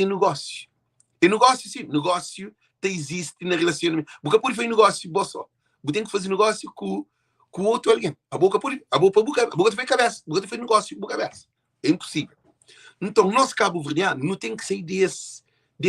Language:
Kabuverdianu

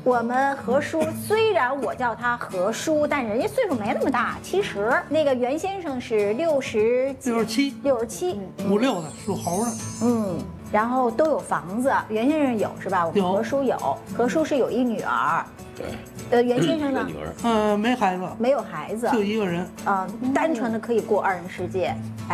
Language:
Chinese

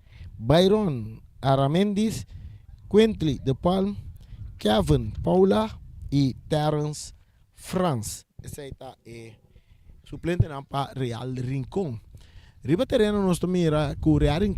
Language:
Papiamento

